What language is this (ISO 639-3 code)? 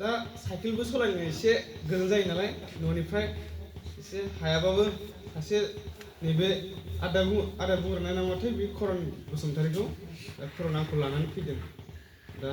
brx